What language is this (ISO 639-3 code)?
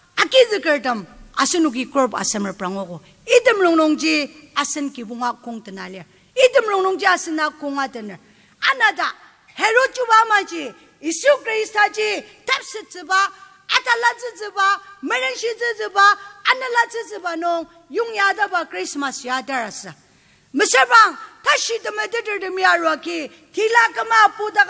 njo